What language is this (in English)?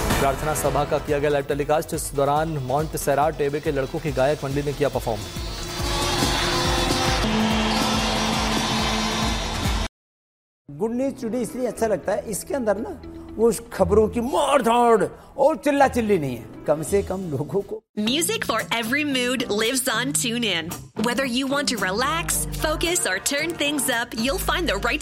Hindi